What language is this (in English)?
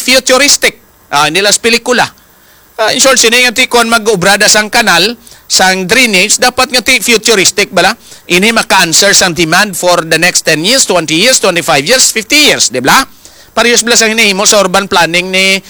Hiligaynon